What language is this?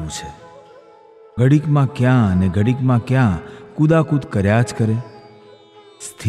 Gujarati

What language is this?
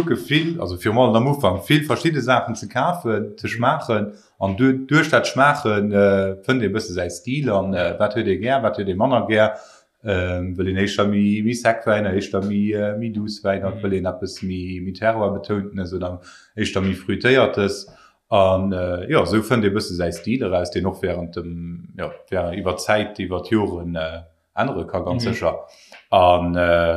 Luxembourgish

